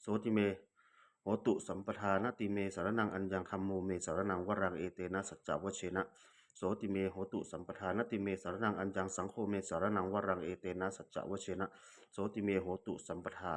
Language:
Pali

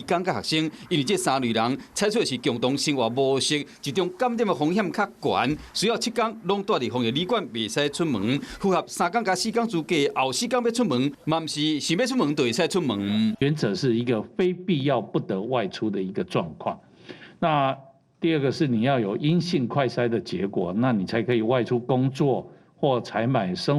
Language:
Min Nan Chinese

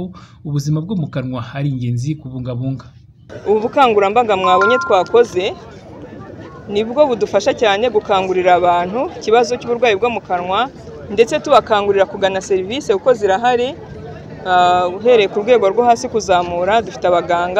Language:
Kinyarwanda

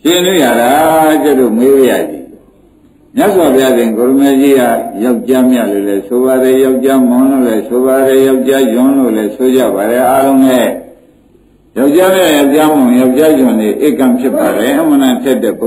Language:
Burmese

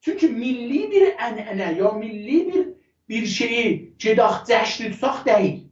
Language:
South Azerbaijani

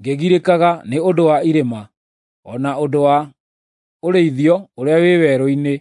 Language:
Kikuyu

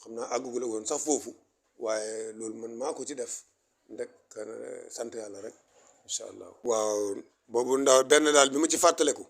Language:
Wolof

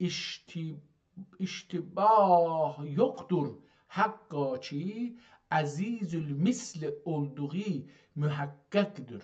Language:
South Azerbaijani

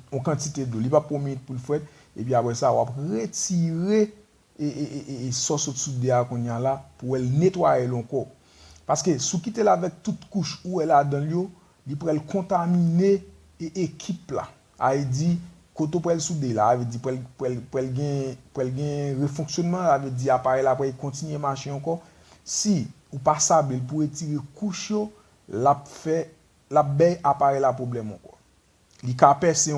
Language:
Haitian Creole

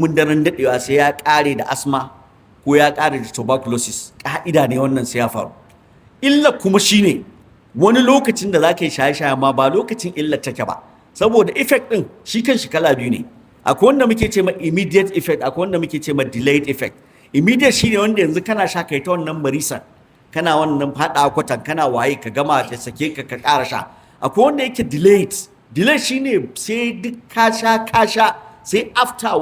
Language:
Hausa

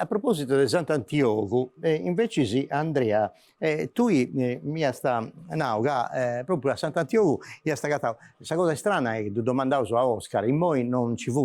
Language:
Sardinian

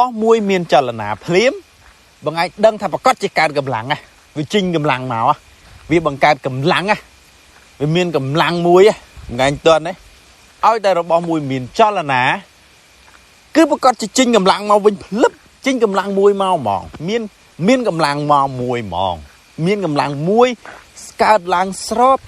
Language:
Khmer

